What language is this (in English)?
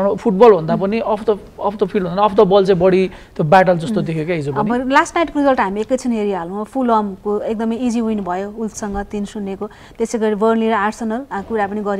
Nepali